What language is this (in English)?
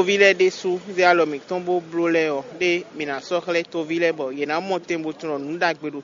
Fon